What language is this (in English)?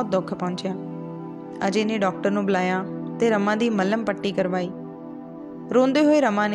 Punjabi